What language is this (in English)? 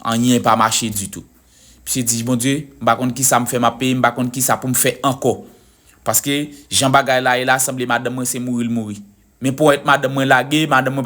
Haitian Creole